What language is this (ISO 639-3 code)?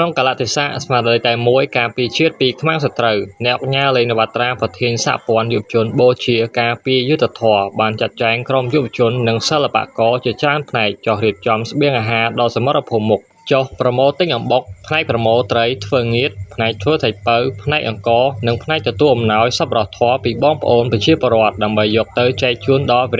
khm